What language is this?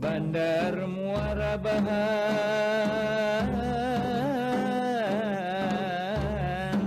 Banjar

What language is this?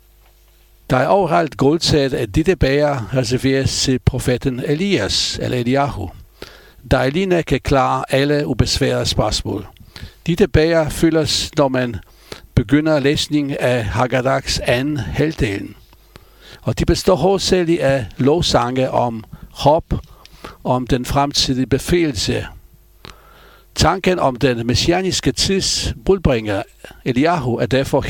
Danish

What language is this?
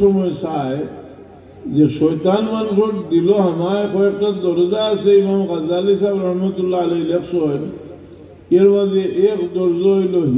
Sylheti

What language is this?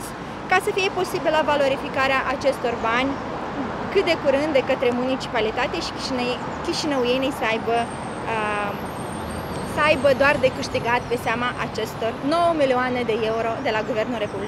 Romanian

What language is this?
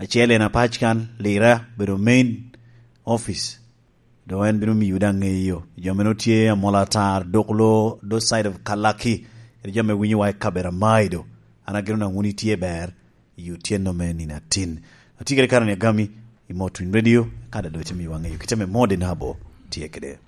Lango (Uganda)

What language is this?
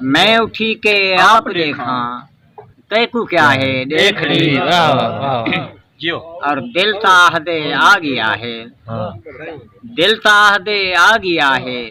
Saraiki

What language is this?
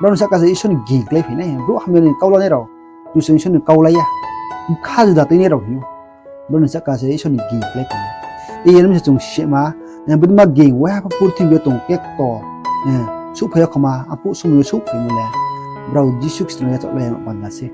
Riang (India)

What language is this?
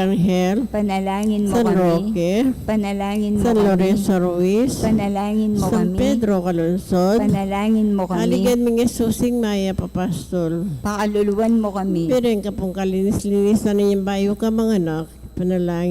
Pampanga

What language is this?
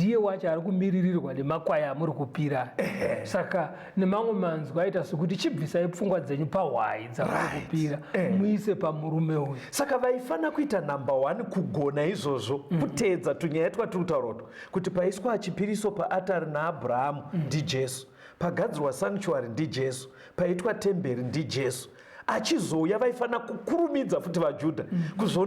Shona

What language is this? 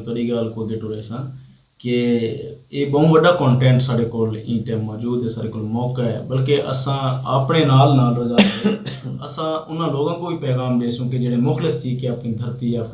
Saraiki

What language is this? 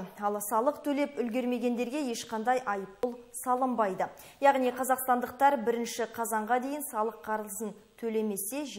Kazakh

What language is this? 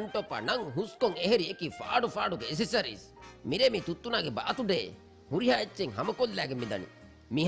Divehi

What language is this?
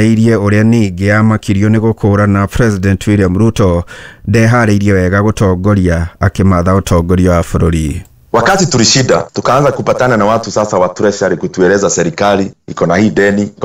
Kikuyu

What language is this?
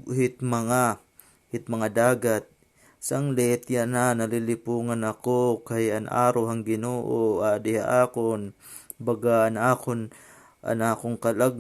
Waray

